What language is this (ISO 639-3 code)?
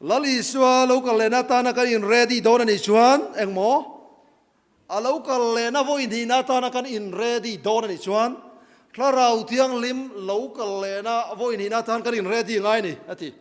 lus